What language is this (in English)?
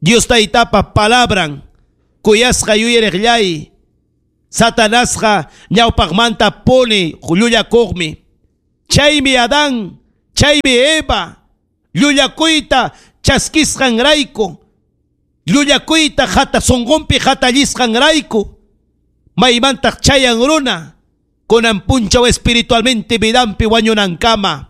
Ayacucho Quechua